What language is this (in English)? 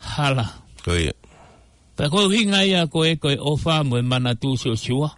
Tongan